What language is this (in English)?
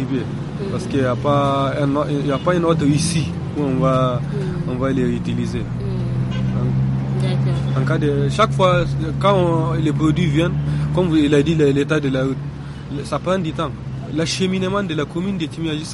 French